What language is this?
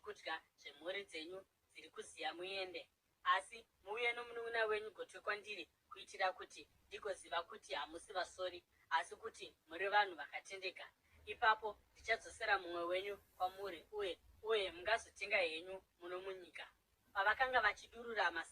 Shona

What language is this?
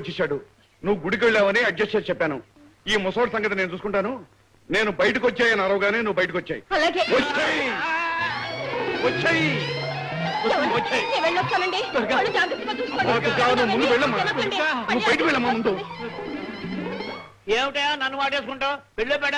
Telugu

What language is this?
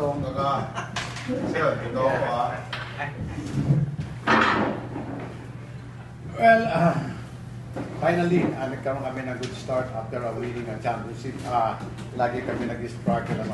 Filipino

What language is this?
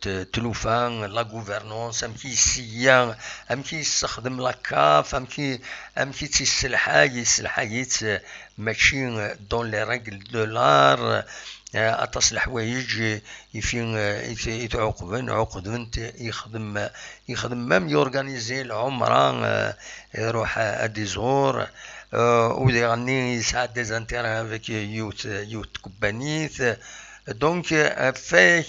Kabyle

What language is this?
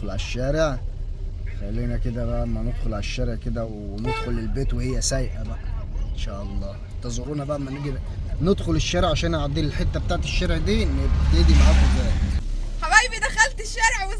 Egyptian Arabic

